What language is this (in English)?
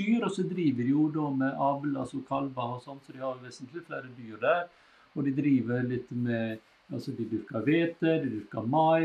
Norwegian